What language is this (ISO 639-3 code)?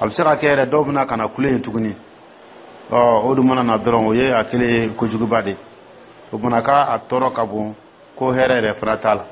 dyu